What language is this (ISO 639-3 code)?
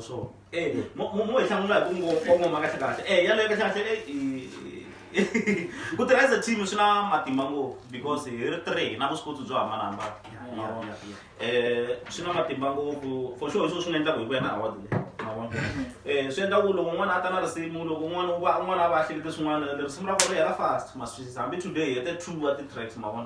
tso